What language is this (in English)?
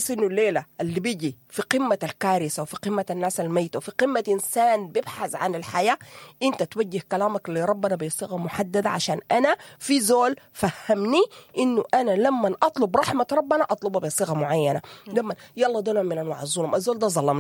Sudanese Arabic